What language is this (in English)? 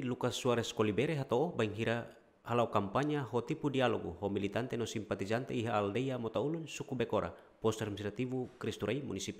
Tetum